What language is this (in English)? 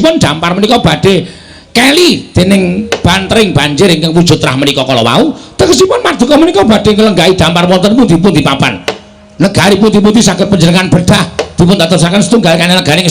Javanese